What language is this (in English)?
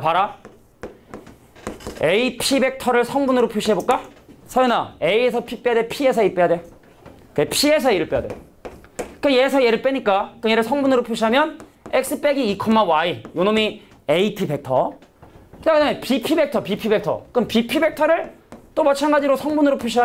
Korean